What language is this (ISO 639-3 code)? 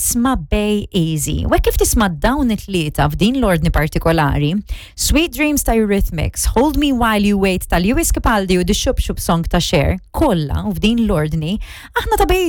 mlt